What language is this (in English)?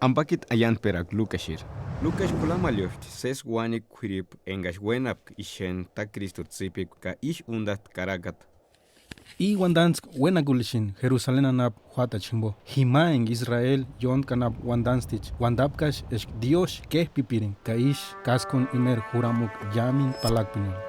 Purepecha